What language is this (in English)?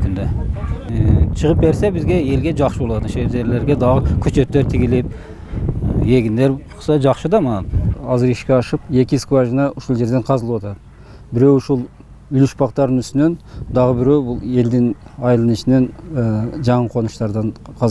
Kyrgyz